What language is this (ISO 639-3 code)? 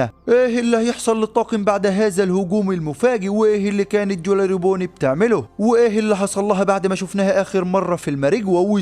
arz